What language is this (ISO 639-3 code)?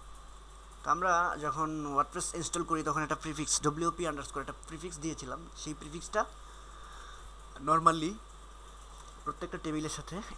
ben